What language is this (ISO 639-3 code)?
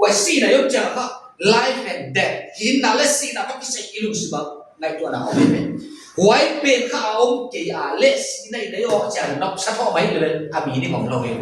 pck